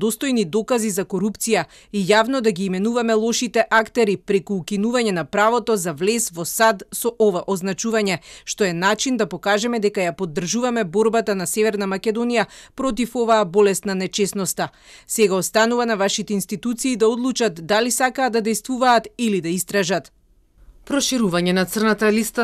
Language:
Macedonian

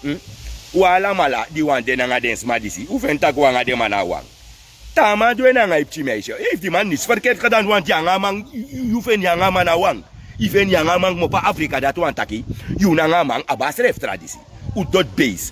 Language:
Sranan Tongo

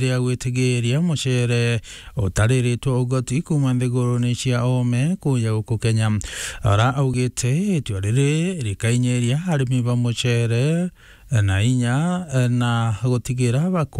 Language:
Meru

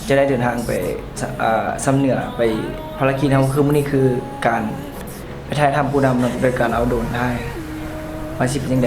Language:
Lao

